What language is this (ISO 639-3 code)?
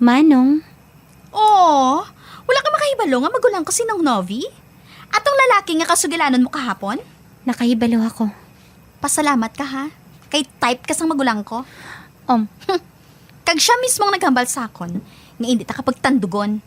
hil